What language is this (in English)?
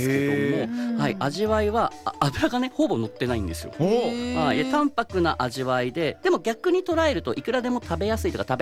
Japanese